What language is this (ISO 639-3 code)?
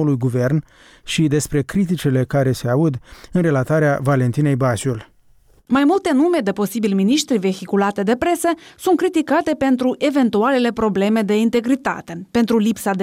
ron